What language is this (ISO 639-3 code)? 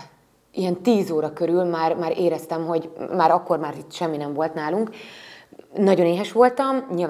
hun